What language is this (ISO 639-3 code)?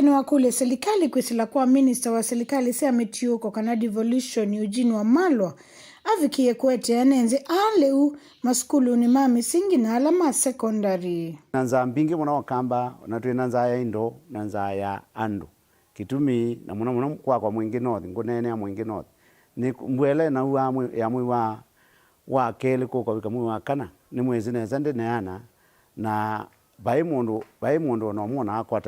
kam